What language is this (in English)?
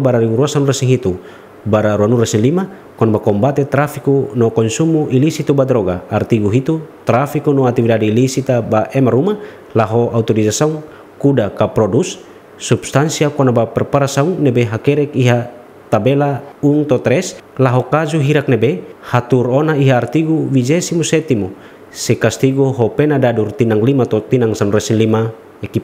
Tetum